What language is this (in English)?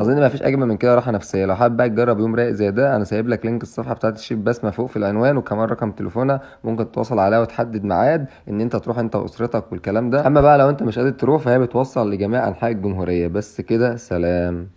Egyptian Arabic